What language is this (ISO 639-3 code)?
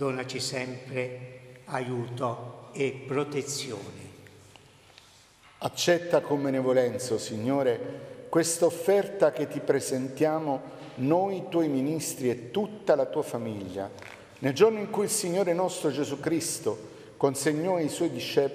ita